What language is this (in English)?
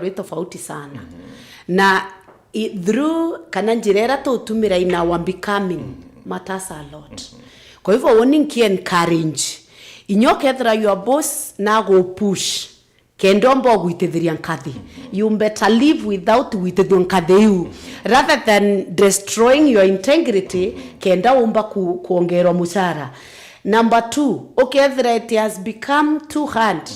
Meru